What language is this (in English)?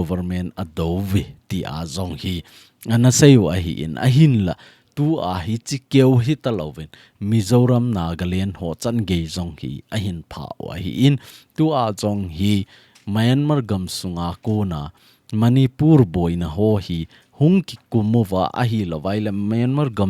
Thado Chin